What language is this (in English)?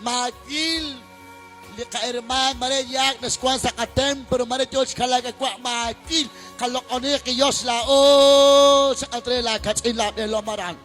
Kekchí